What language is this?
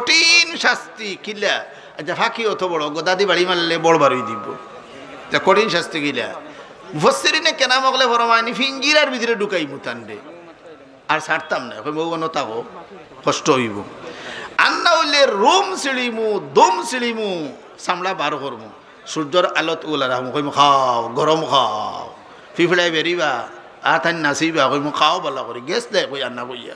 Sylheti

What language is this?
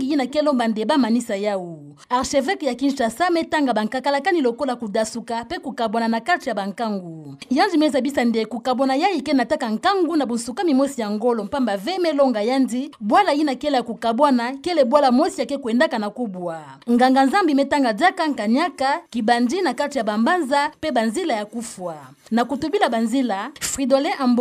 Kituba (Democratic Republic of Congo)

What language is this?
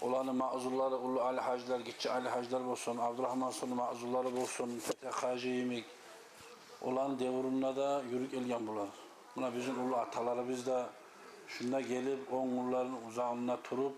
Kumyk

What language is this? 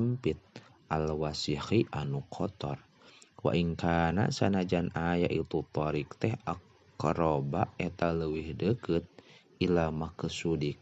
Sundanese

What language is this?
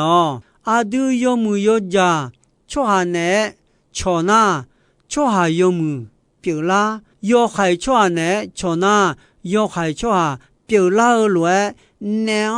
Akha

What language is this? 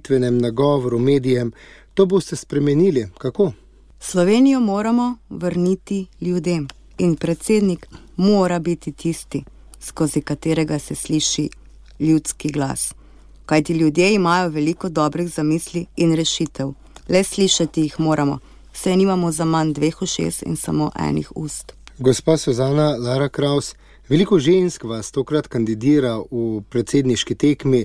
Slovenian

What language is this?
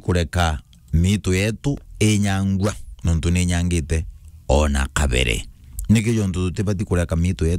Meru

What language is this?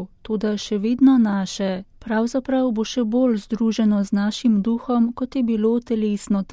Slovenian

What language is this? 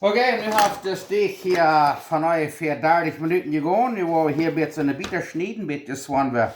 Plautdietsch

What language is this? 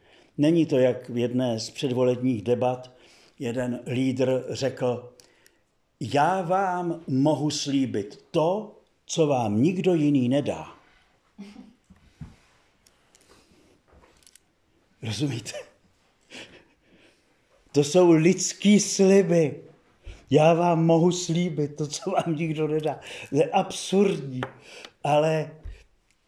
Czech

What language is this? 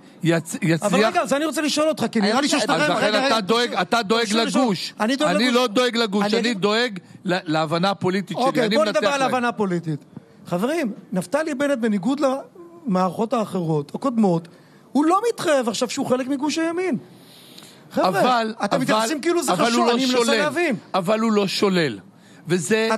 Hebrew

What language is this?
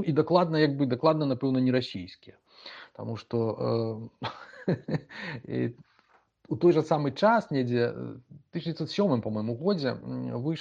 Belarusian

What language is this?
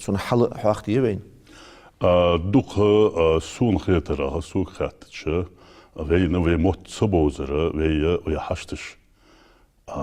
Ingush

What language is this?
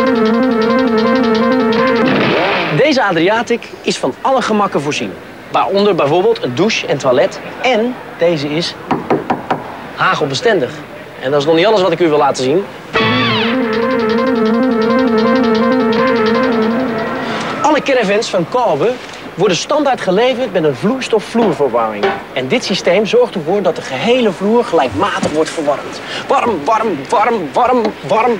Dutch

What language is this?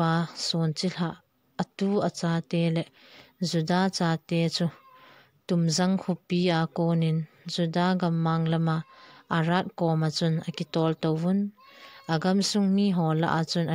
Thado Chin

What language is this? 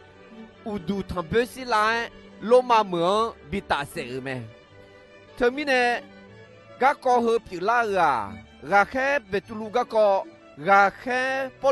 Akha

